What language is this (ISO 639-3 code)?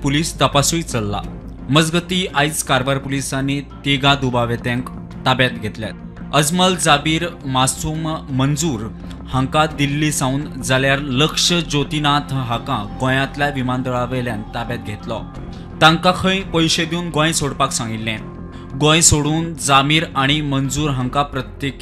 kok